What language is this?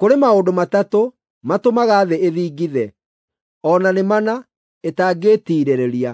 Kikuyu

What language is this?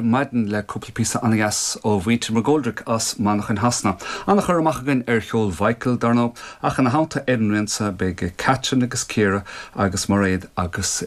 Irish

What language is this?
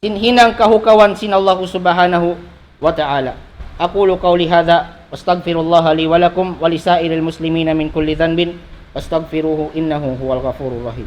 Tausug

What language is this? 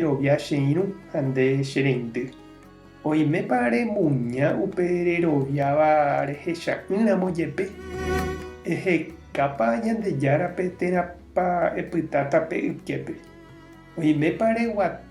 Guarani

